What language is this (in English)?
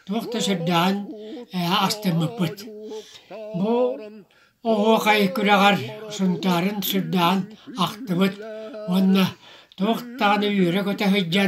Yakut